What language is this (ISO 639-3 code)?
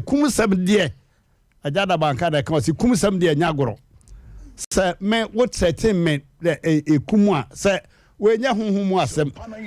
aka